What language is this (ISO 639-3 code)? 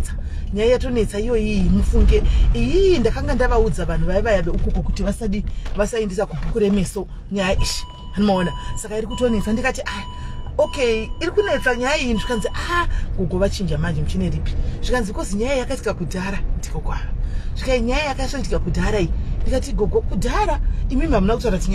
sna